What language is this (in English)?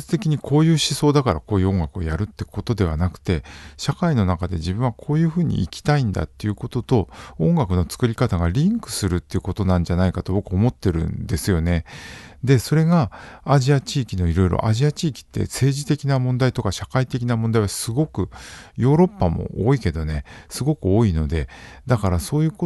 Japanese